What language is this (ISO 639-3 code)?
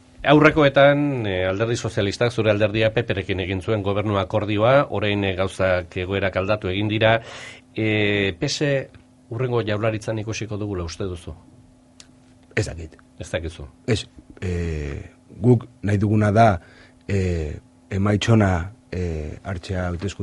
eus